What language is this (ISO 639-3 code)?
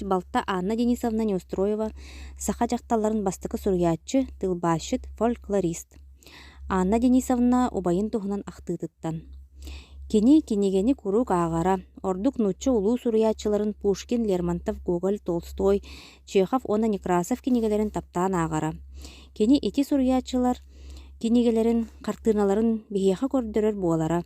sah